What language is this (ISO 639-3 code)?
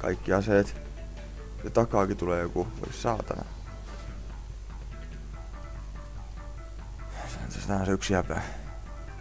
fin